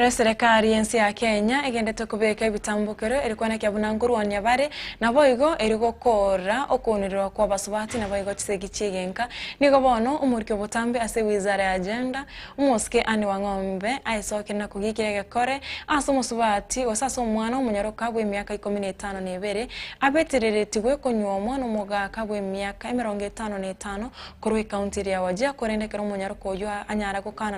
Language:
Gusii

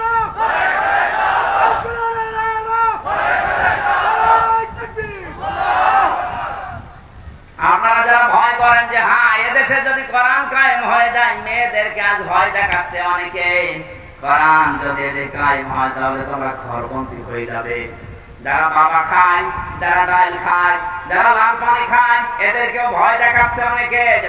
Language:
Bangla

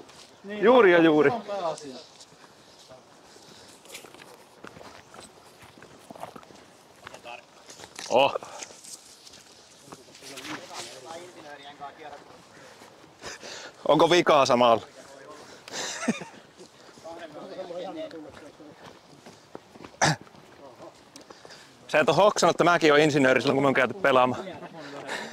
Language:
Finnish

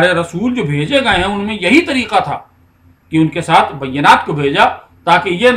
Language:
Urdu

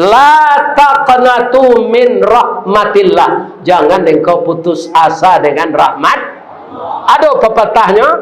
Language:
Minangkabau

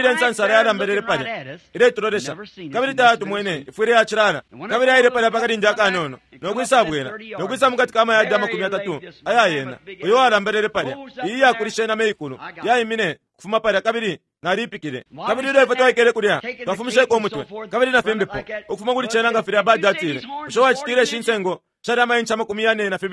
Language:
Bemba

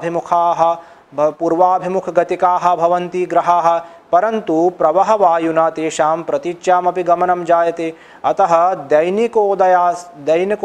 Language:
Sanskrit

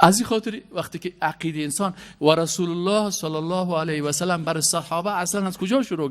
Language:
Persian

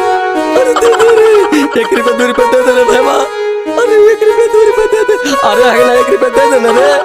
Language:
Magahi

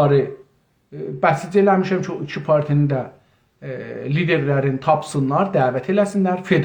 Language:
South Azerbaijani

